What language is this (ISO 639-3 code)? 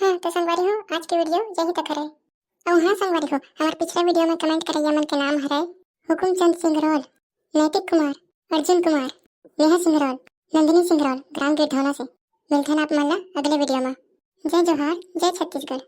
hne